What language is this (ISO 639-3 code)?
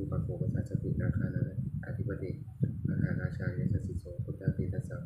pli